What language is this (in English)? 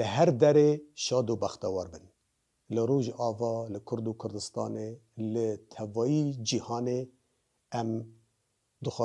Kurdish